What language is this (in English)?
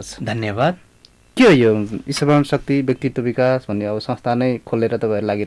Nepali